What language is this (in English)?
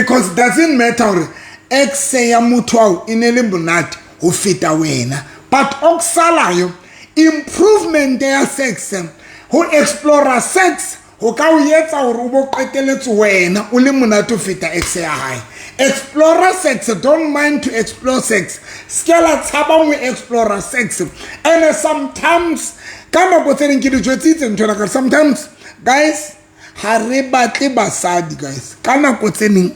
Southern Sotho